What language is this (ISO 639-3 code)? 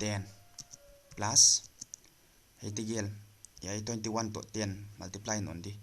pck